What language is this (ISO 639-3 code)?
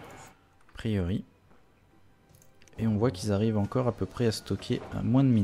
fra